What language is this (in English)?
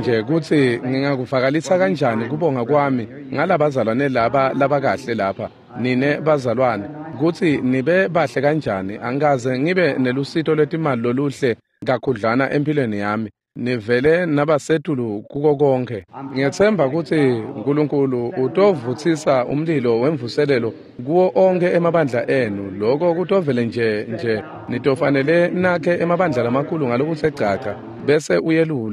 Swati